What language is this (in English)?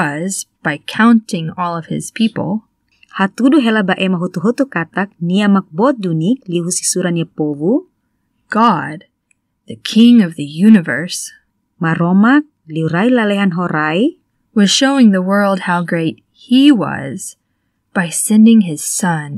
Tetum